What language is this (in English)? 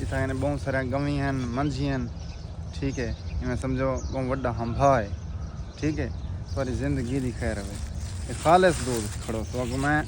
Saraiki